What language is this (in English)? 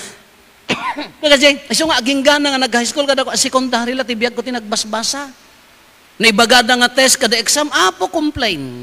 Iloko